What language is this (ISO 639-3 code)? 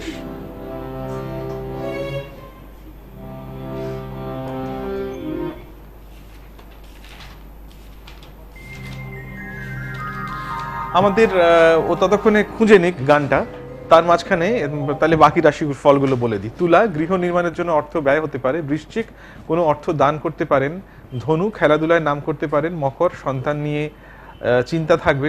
ben